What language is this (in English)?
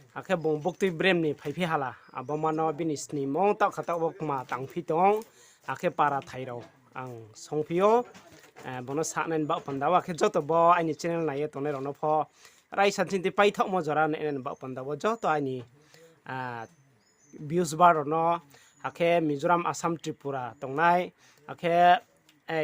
Riang (India)